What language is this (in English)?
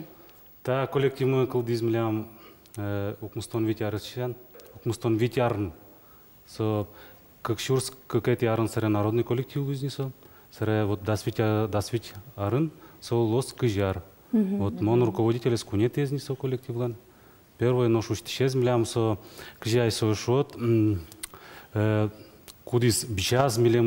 Udmurt